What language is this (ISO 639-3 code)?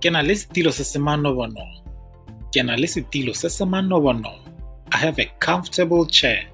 tsn